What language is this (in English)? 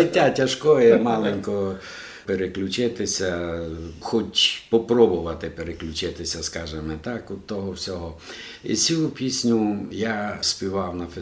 Rusyn